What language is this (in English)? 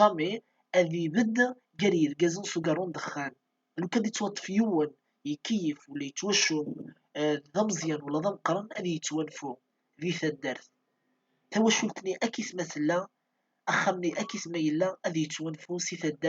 Kabyle